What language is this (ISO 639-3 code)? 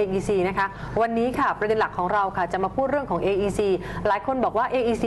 tha